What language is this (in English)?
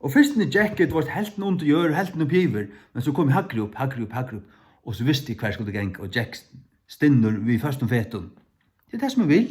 Faroese